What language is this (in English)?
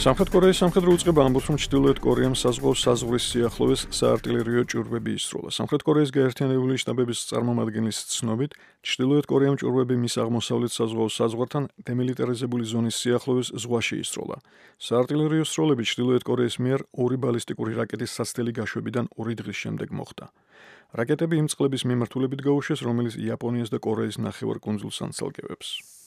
Georgian